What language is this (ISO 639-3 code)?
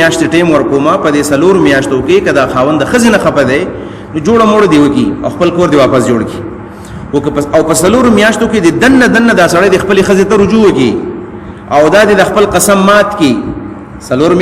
pus